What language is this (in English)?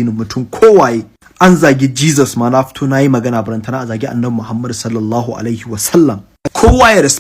Hausa